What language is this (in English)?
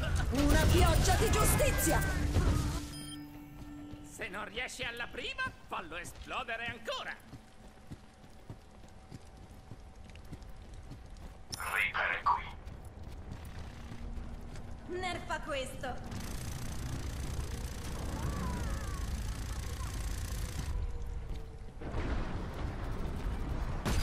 Italian